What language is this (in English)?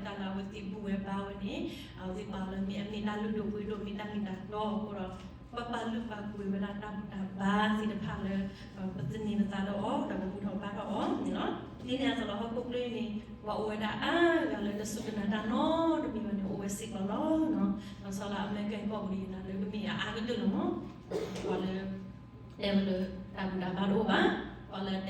S'gaw Karen